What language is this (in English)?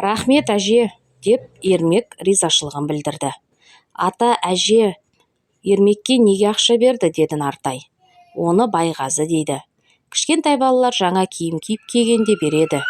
Kazakh